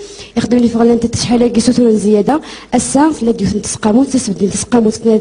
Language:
Kabyle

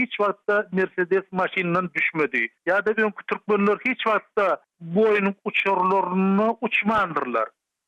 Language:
Turkmen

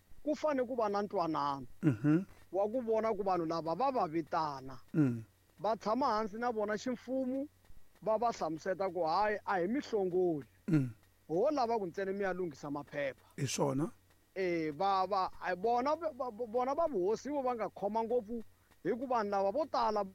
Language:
Tsonga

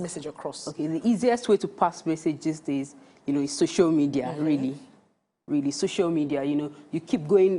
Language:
Nigerian Pidgin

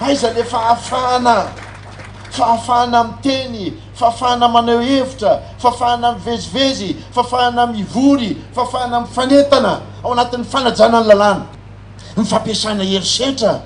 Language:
Malagasy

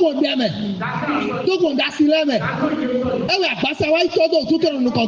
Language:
Fon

